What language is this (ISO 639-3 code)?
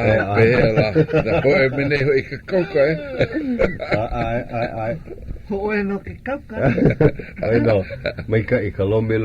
haw